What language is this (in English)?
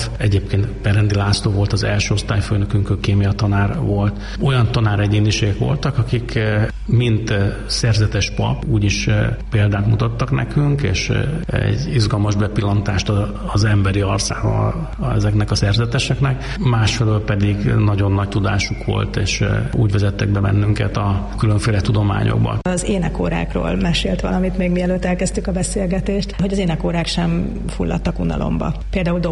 Hungarian